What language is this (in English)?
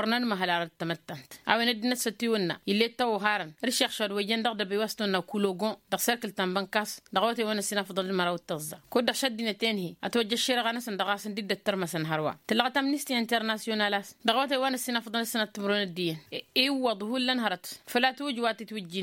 Tamasheq